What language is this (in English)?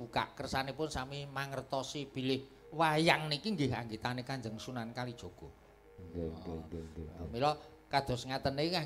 Javanese